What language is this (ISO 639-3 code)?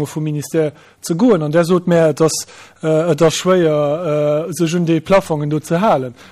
ltz